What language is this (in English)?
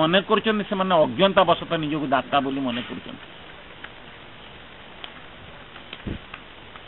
Odia